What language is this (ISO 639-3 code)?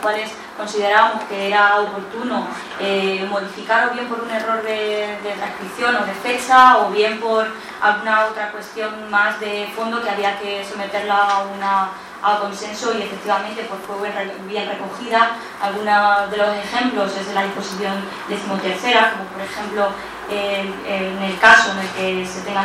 spa